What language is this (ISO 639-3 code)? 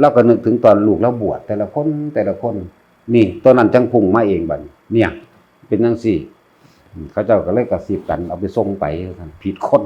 tts